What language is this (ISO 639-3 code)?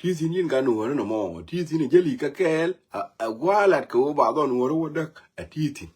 nus